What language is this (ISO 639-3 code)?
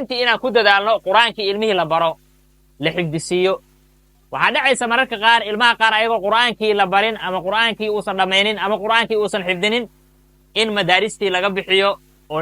som